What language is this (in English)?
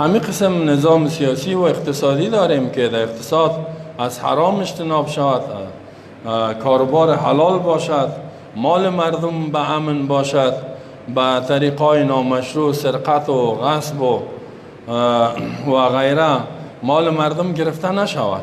Persian